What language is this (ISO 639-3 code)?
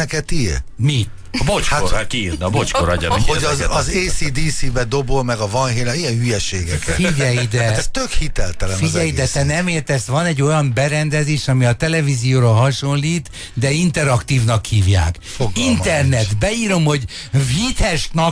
hun